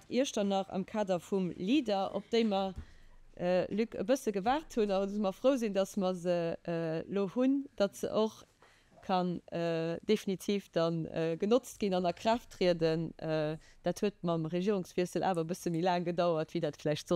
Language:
Luxembourgish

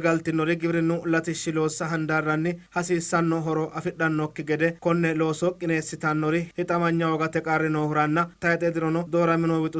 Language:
Sidamo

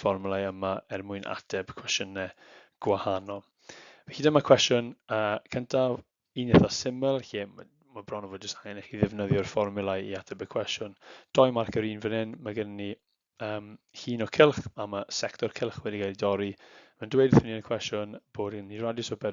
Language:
Welsh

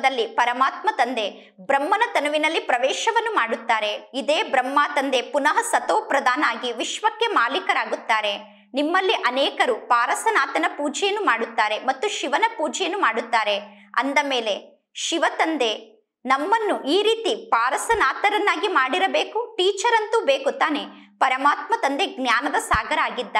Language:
Kannada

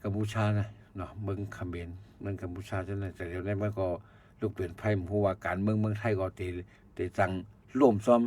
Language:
Shan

